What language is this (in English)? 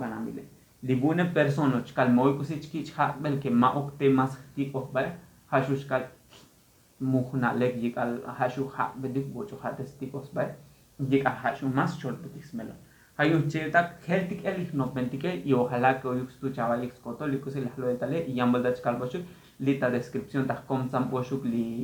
Tzotzil